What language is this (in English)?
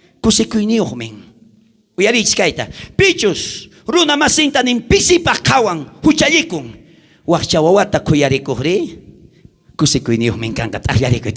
South Bolivian Quechua